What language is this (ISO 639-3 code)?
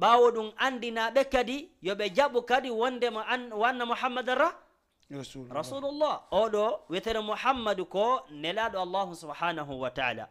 ful